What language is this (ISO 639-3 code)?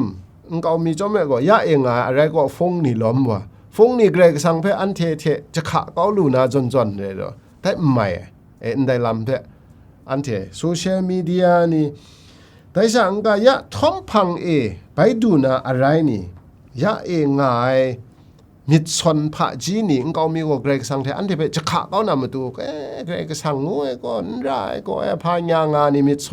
kac